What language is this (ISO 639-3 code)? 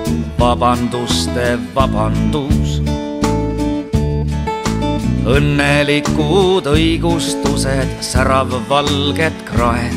est